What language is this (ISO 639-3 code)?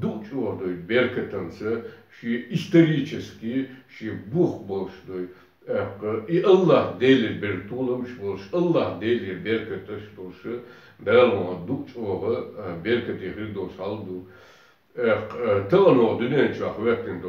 che